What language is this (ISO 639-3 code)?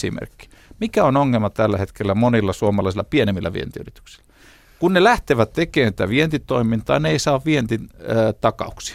fin